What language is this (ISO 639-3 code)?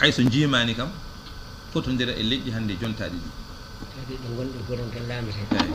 ful